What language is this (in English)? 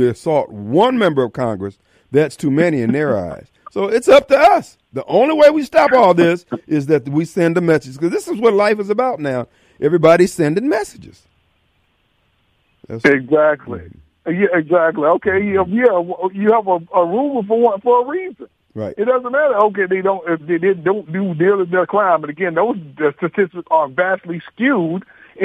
English